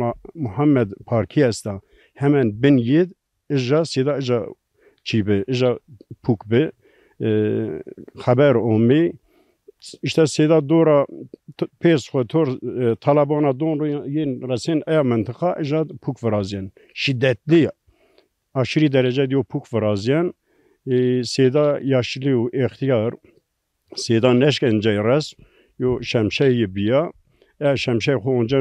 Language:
Zaza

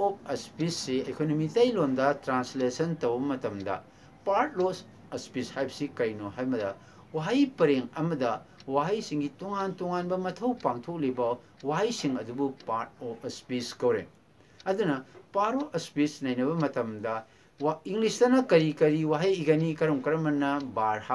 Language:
Manipuri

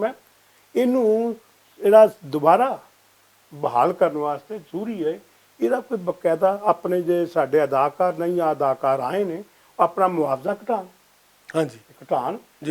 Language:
Western Panjabi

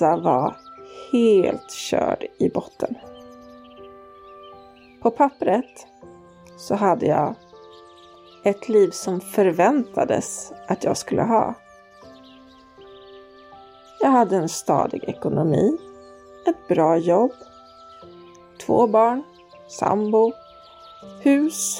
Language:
Swedish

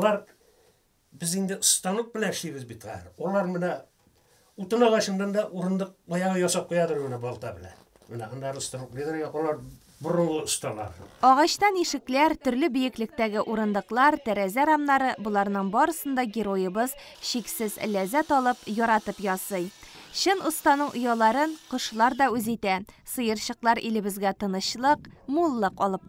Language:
Tatar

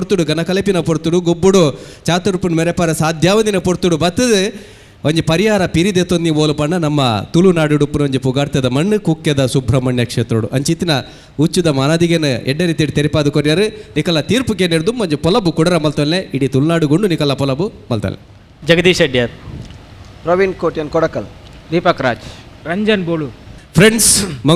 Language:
Tulu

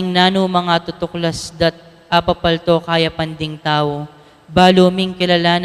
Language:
Pampanga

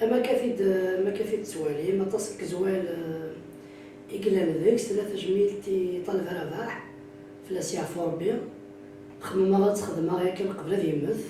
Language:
Kabyle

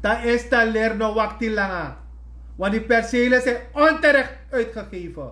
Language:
Sranan Tongo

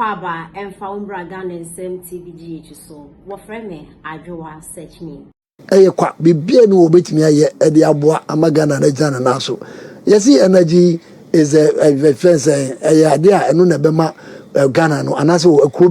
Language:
Akan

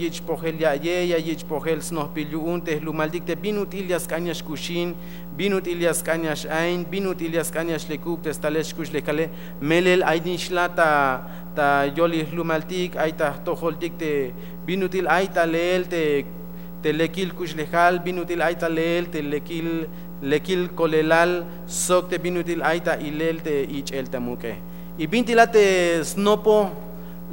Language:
Tzeltal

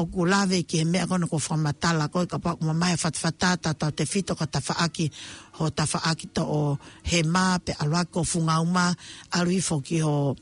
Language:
Tongan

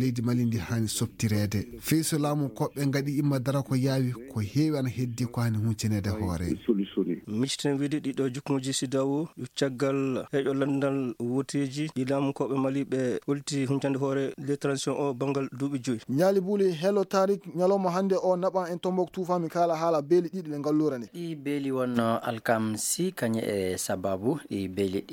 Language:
Fula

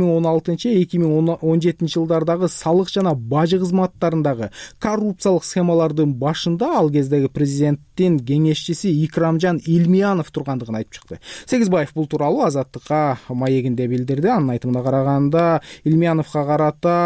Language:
Kyrgyz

